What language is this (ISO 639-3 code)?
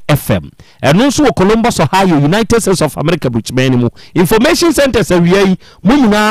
aka